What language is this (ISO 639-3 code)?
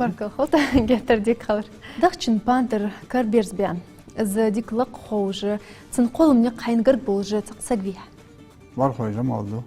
inh